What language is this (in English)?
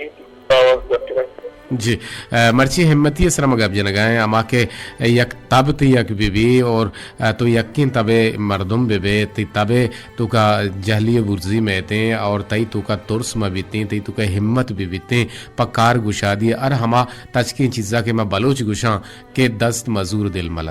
Baluchi